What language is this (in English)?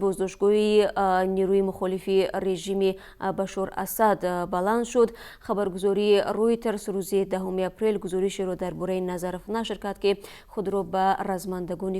Tajik